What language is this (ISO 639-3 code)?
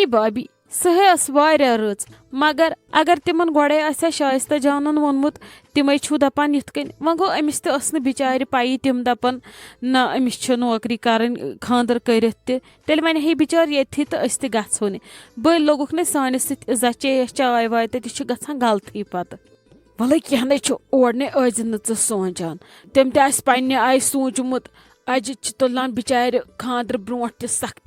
kas